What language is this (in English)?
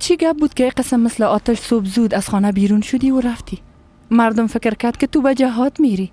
Persian